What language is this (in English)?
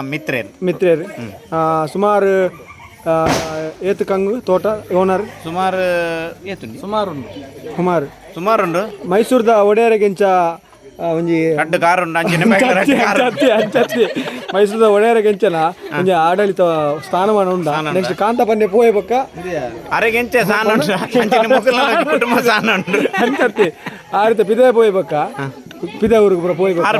Tulu